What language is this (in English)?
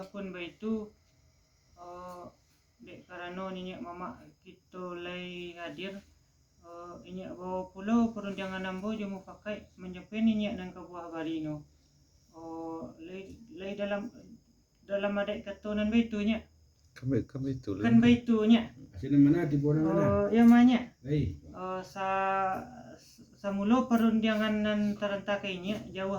Minangkabau